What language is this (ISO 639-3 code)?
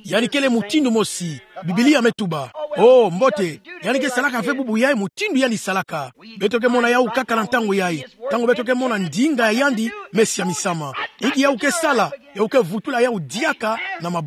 ktu